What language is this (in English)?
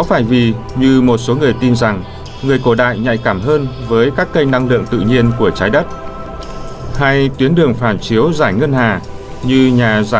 Vietnamese